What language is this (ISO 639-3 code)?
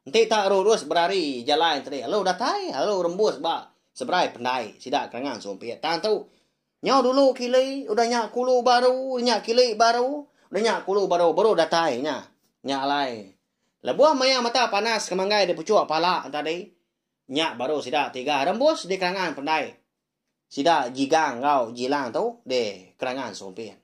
iba